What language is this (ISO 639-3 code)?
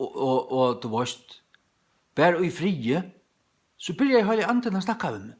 fao